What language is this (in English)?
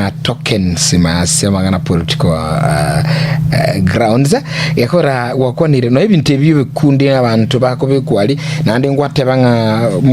Gusii